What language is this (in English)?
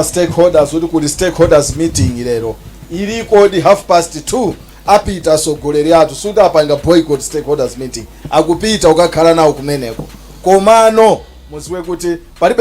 Nyanja